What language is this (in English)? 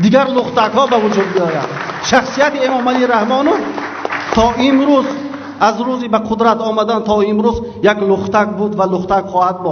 Tajik